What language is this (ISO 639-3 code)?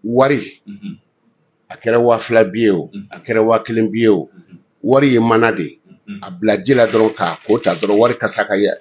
bam